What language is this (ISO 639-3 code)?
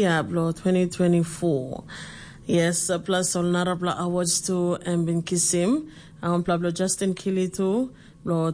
tpi